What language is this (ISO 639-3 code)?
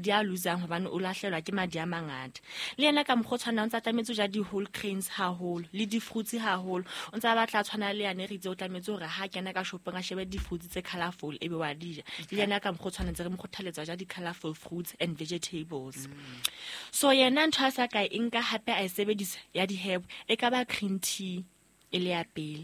sot